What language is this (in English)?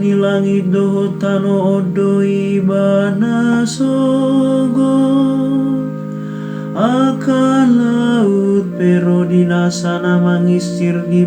Batak Toba